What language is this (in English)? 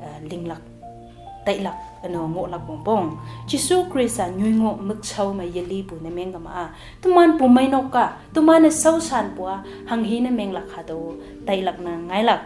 Konyak Naga